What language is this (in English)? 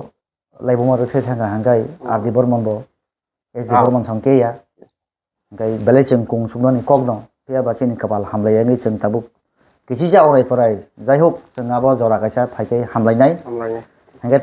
Kok Borok